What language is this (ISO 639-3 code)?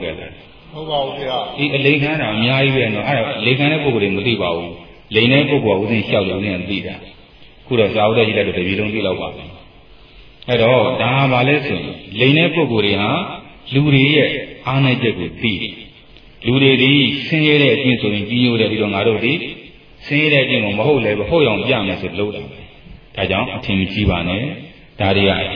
mya